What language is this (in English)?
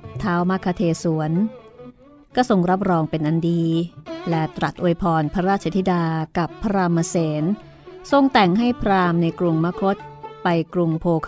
Thai